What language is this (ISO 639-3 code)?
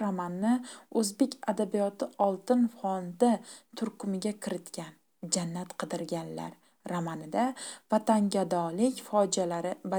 uzb